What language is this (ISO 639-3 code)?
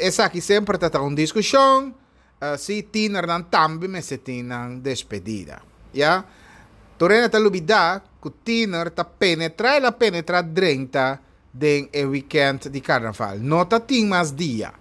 pap